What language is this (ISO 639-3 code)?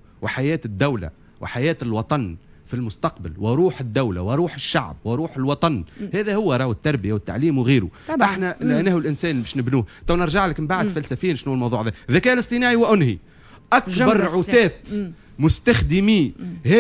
aeb